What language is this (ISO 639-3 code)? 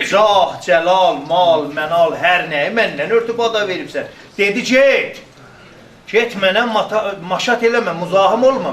azb